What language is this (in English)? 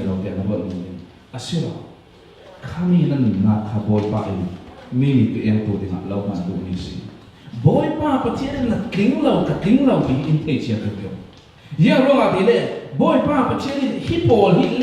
Falam Chin